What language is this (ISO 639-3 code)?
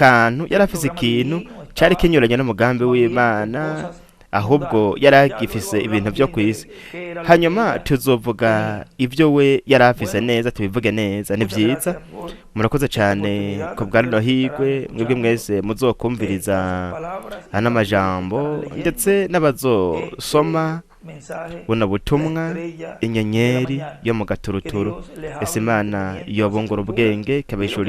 run